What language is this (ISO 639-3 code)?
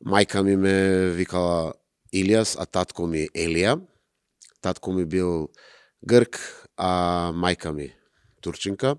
mkd